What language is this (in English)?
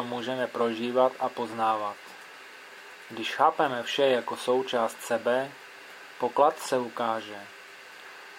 Czech